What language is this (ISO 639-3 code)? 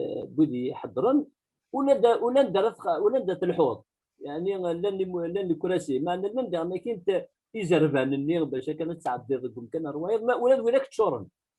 kab